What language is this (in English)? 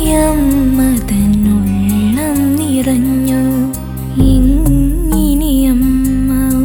Malayalam